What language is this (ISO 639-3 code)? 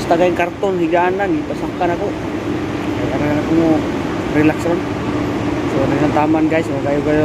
ceb